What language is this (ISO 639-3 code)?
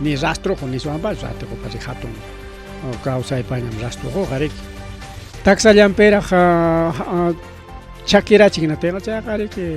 quy